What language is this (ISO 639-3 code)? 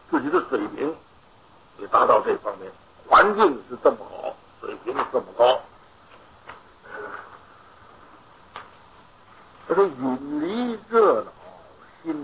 zho